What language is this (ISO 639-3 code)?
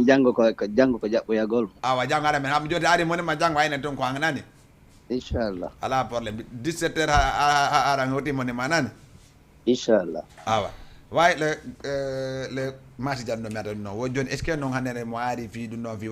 ful